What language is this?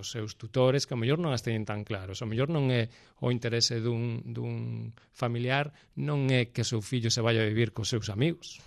Galician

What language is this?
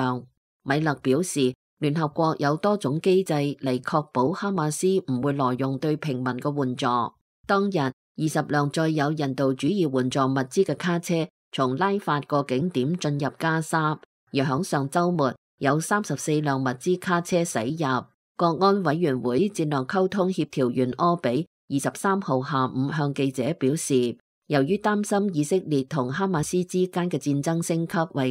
Cantonese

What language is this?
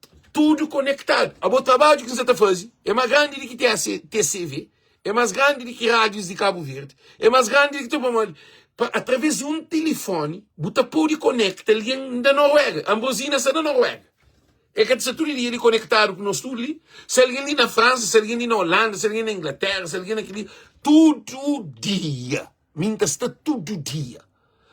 Kabuverdianu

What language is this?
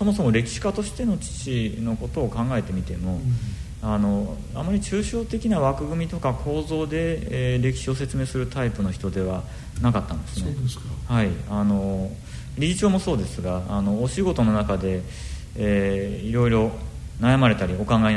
Japanese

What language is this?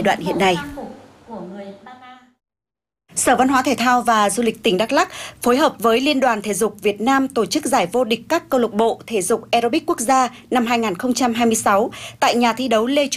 Vietnamese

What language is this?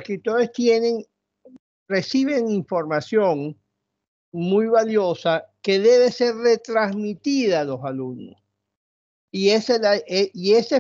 Spanish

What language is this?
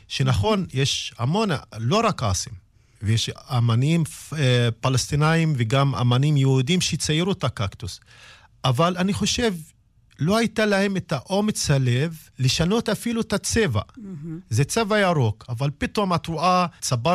Hebrew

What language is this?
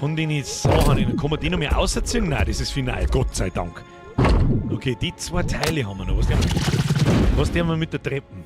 Bavarian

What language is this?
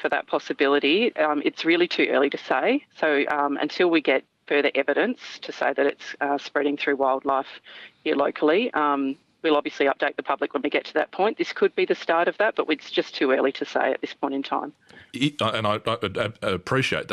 English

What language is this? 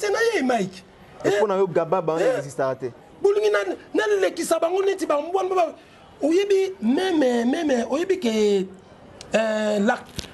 Lingala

